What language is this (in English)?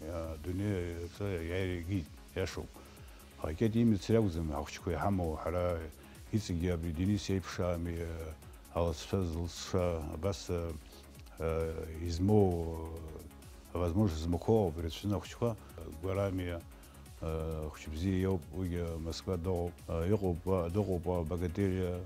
Abkhazian